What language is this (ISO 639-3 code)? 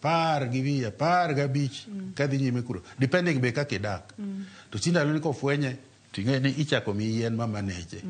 luo